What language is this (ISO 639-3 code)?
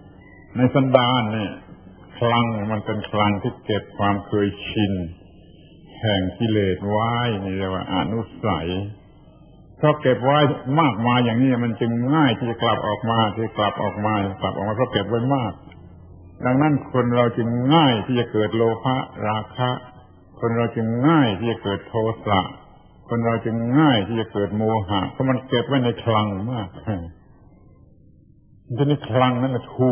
tha